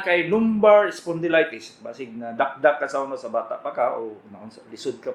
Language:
Cebuano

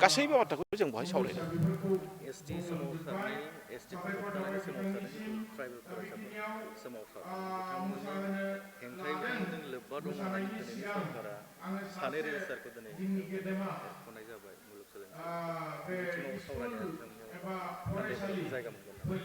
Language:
Bodo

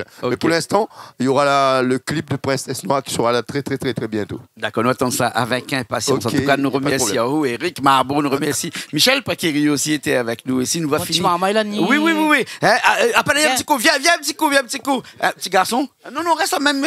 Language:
Réunion Creole French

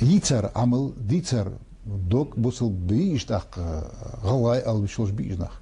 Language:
Ingush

